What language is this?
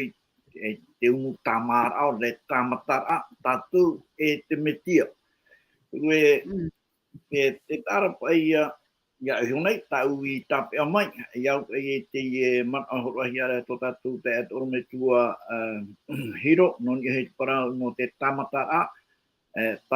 Tahitian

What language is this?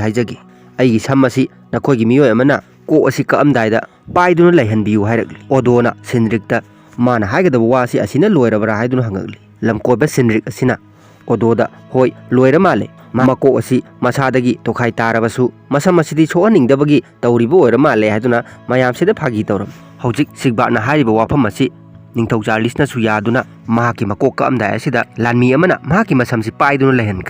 Manipuri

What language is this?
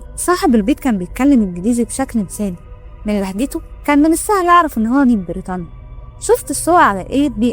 Egyptian Arabic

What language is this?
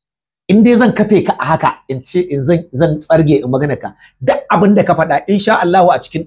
Hausa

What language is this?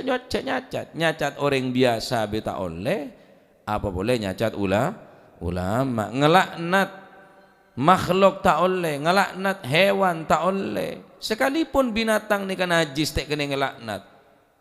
Madurese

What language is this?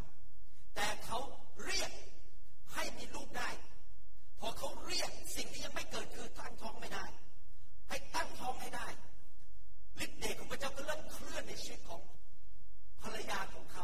Thai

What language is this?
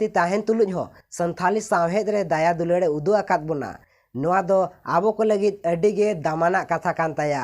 Santali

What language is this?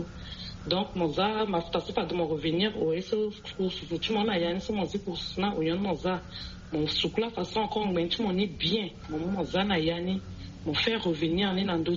Sango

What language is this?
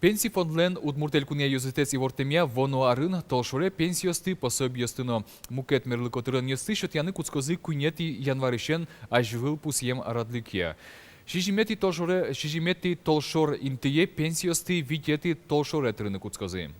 Udmurt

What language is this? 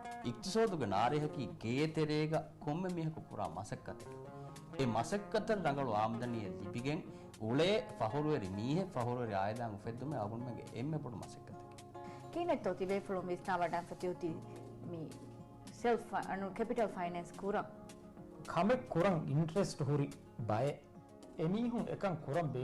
Divehi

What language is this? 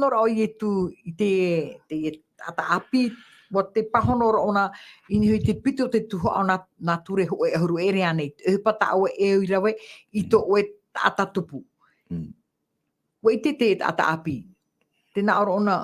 Tahitian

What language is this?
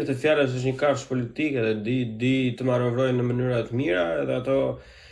Albanian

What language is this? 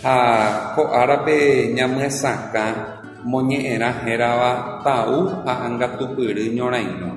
Guarani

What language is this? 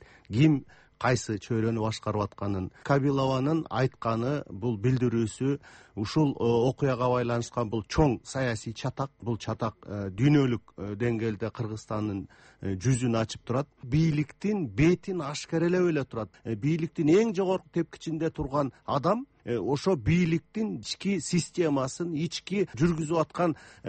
Kyrgyz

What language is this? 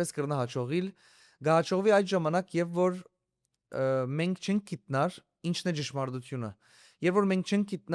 Western Armenian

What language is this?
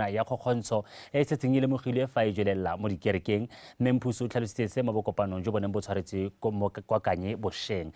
Tswana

